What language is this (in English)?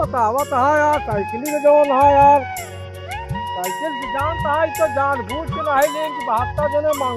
Awadhi